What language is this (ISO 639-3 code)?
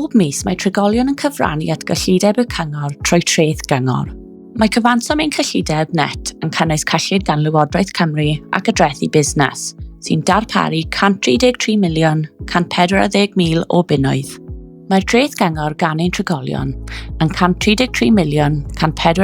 cym